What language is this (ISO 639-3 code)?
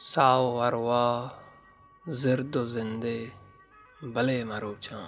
bal